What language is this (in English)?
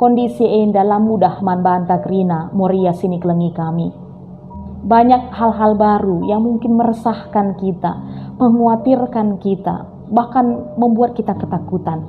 Batak Karo